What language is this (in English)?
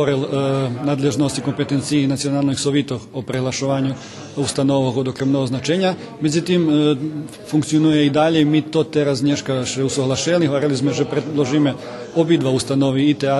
Rusyn